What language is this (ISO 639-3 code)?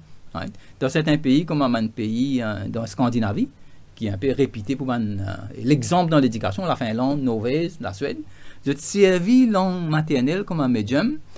mfe